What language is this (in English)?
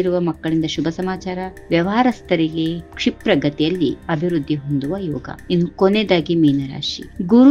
Kannada